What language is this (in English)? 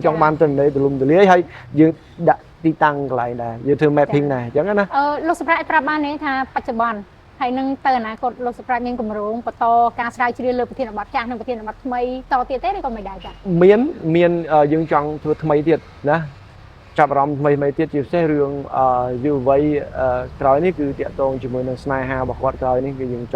Khmer